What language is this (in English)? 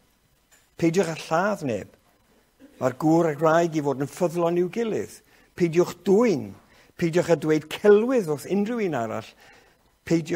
Welsh